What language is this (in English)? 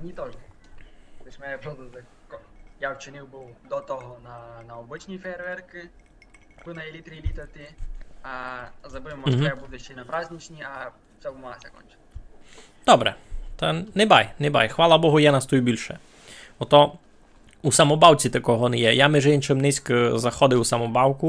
Rusyn